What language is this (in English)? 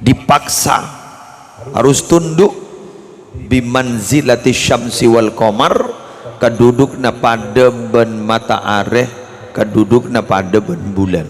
Madurese